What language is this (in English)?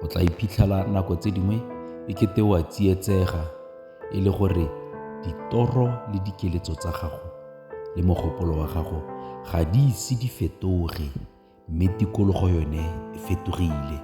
Tswana